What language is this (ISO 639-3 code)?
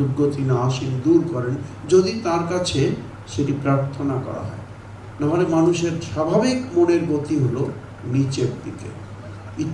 ben